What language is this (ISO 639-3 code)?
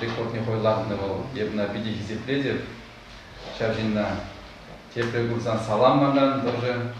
chv